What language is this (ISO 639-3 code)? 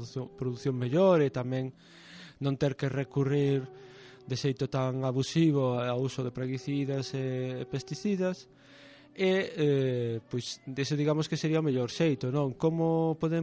glg